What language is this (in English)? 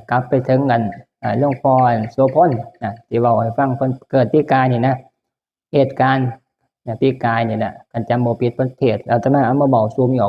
Northeastern Thai